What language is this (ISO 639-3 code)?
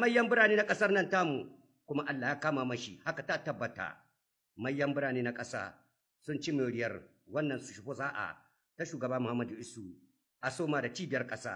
hau